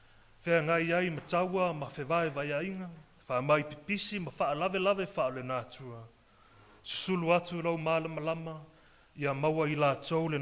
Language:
Samoan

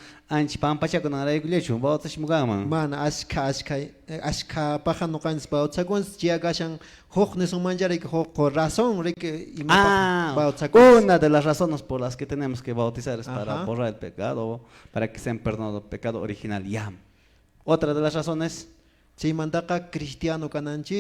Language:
Quechua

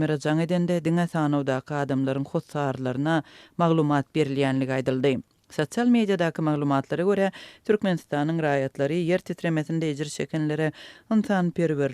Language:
Turkmen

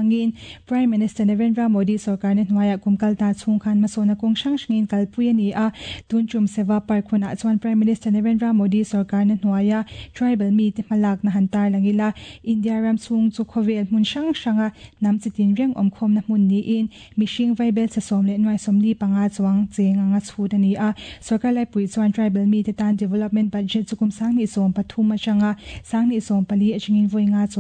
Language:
Mizo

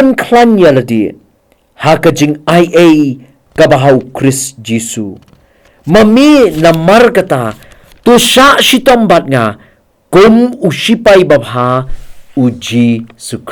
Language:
Khasi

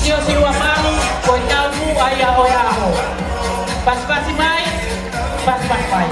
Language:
Tongan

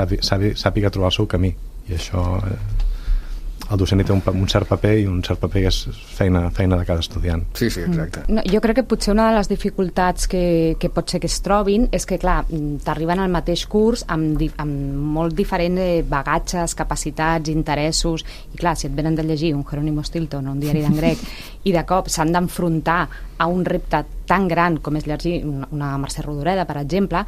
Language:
Catalan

